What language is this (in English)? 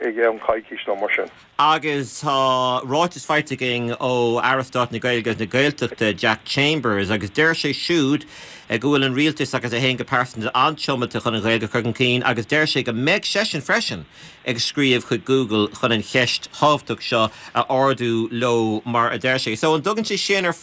Irish